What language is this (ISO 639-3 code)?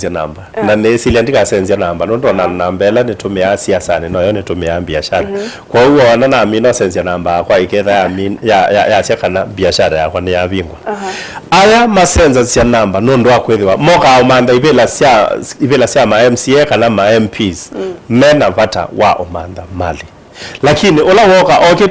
kam